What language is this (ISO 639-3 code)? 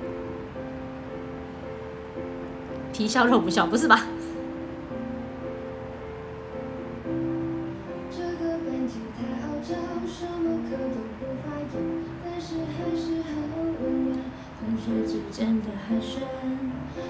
zho